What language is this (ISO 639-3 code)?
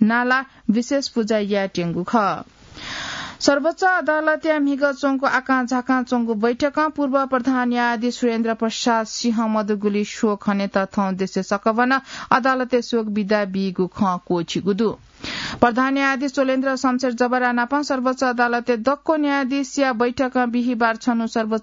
new